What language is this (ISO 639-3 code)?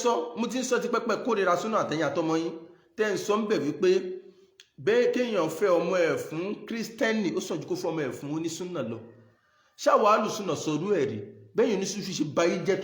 yor